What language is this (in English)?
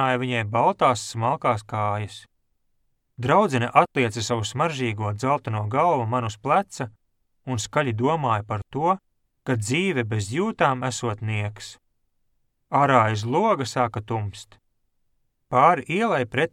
Latvian